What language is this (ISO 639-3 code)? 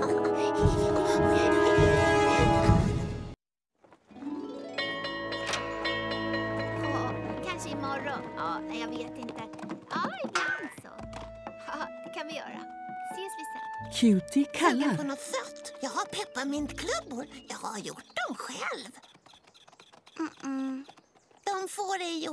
swe